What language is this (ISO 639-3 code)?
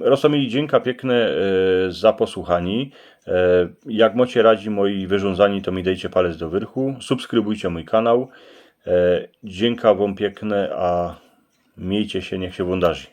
szl